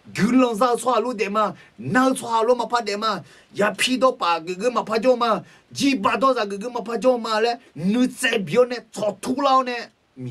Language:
Akha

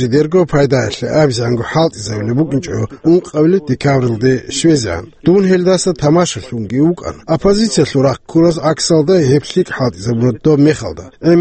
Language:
Avaric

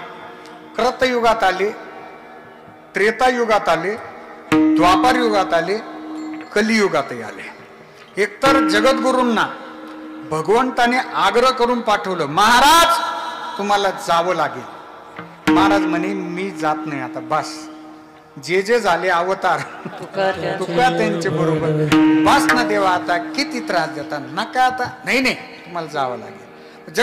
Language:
Marathi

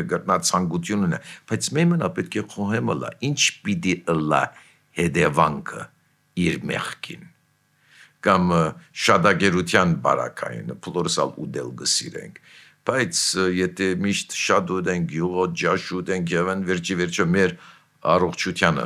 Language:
Armenian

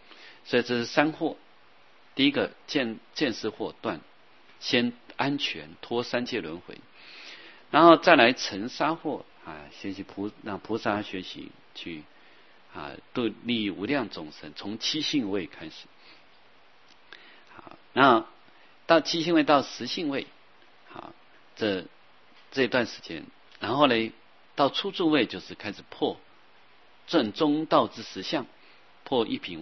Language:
Chinese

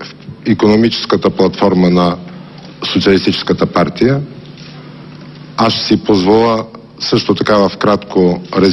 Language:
Bulgarian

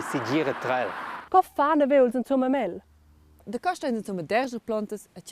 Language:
Romansh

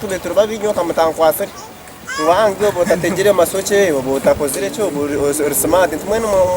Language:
Nyankole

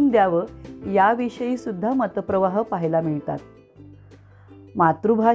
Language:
Marathi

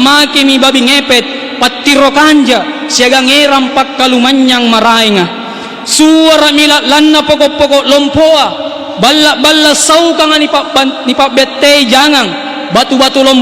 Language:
Makasar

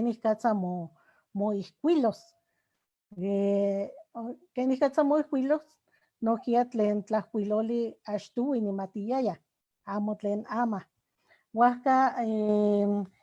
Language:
Eastern Huasteca Nahuatl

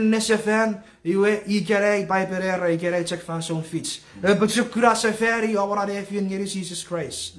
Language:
Chuukese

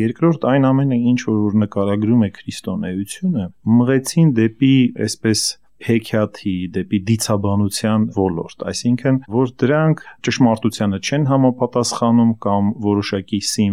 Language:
Armenian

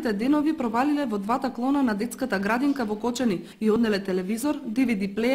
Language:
Macedonian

